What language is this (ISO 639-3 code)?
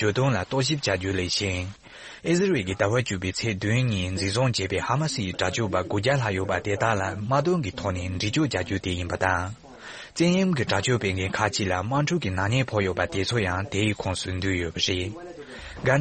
bod